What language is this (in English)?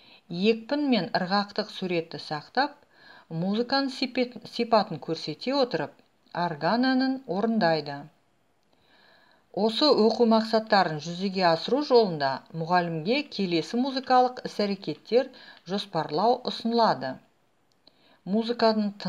Kazakh